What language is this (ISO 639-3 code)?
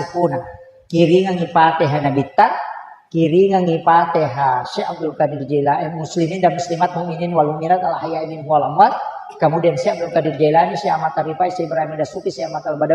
bug